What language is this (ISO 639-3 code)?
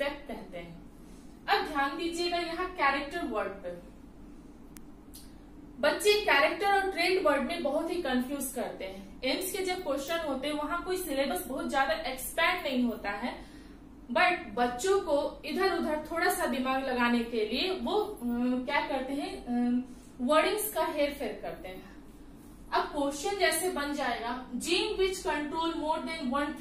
hin